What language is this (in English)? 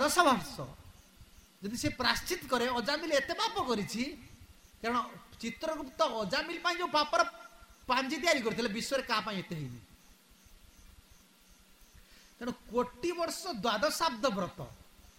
Odia